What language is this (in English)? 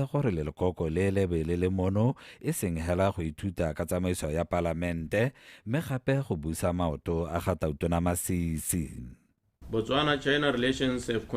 Tswana